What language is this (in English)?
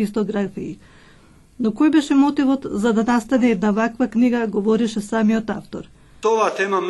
Macedonian